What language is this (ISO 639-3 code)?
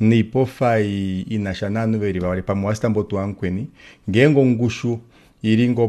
kua